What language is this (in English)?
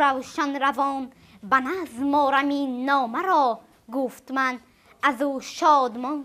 Tajik